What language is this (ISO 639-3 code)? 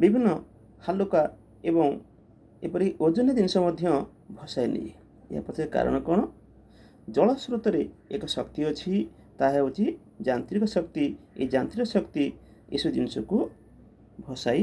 ori